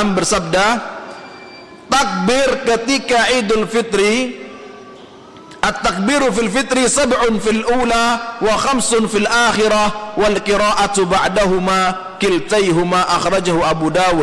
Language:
Indonesian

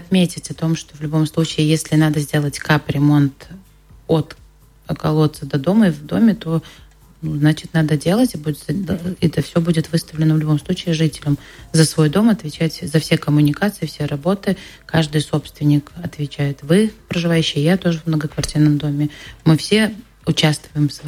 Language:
Russian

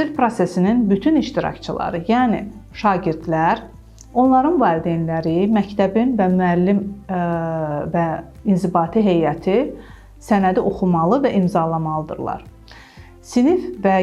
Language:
Azerbaijani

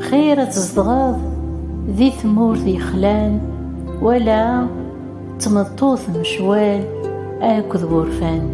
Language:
Kabyle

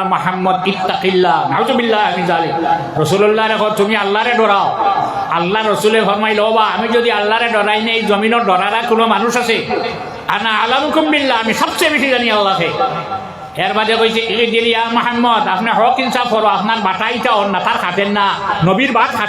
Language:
Sylheti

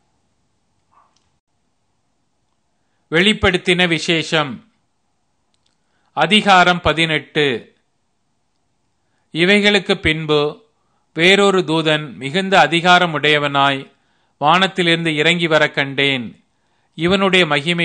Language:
Tamil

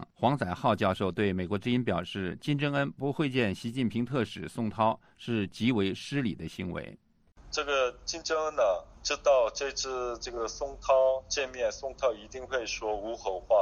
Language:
Chinese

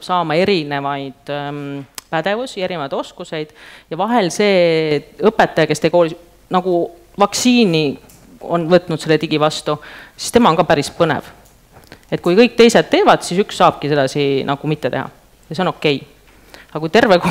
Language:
Estonian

